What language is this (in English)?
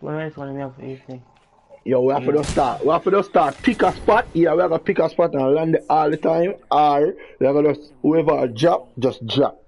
Jamaican Creole English